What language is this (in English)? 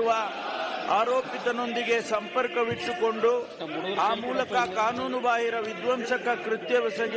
Kannada